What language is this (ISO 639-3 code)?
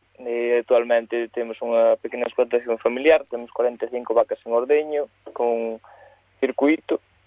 glg